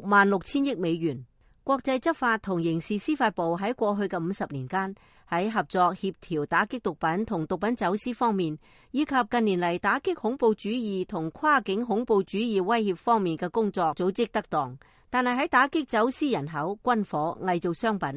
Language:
Cantonese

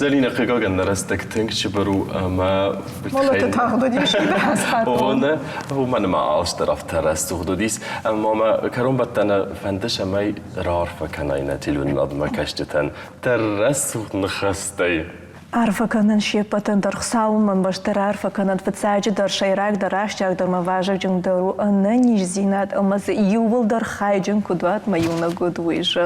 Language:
Ossetic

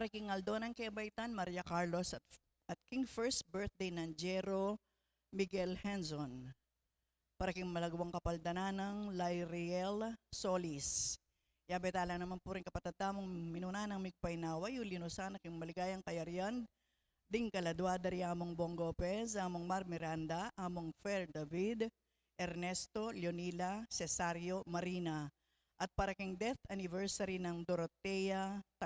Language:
Pampanga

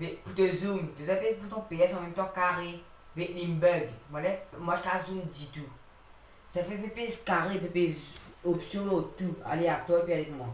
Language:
Morisyen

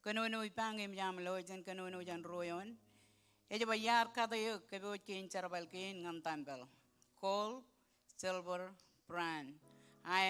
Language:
Marshallese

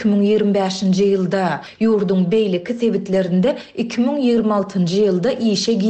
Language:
Turkmen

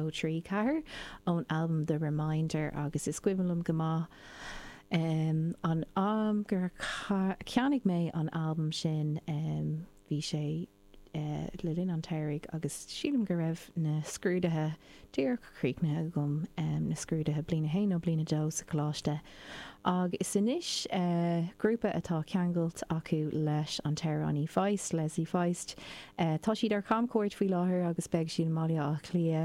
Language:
Irish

